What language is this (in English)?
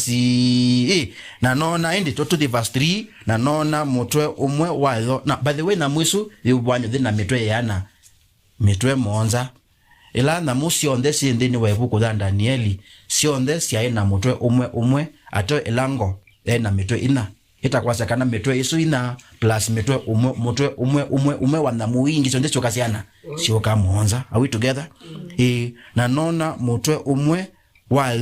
Kamba